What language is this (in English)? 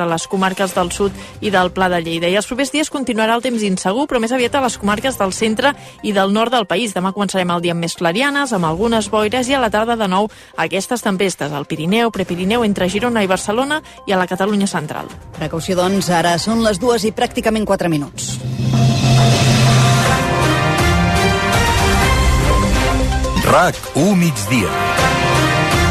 Catalan